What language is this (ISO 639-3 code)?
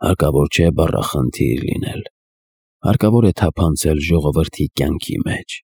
hye